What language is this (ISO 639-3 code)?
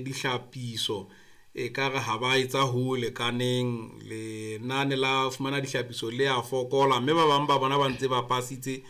sot